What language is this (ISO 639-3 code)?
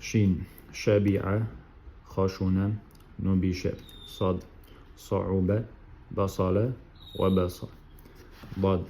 che